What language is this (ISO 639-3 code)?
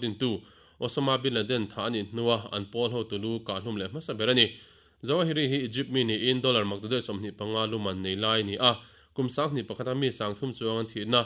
lus